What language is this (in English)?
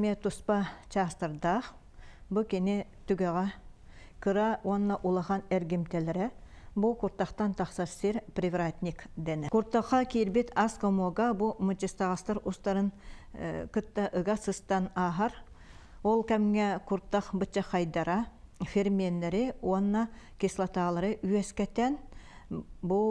Yakut